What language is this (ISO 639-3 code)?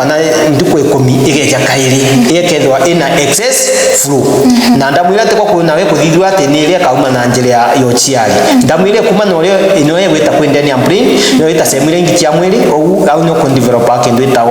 mer